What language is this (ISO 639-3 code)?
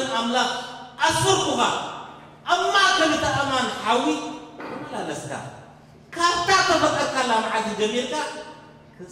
tir